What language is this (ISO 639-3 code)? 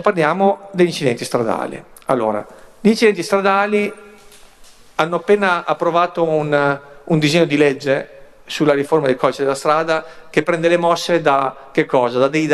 ita